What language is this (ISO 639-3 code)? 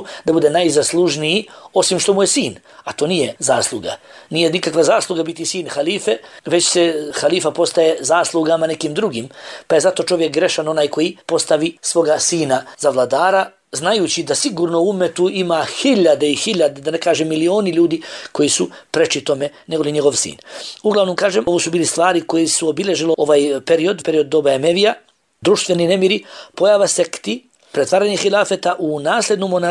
bos